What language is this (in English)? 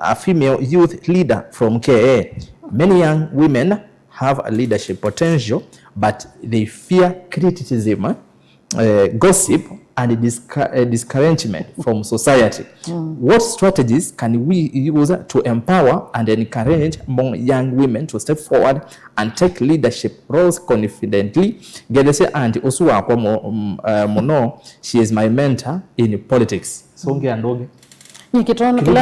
Kamba